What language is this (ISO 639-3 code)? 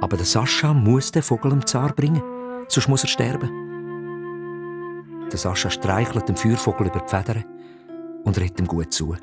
gsw